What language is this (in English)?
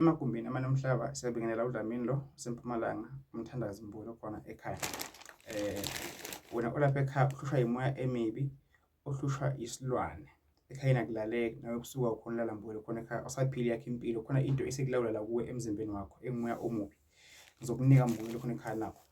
Zulu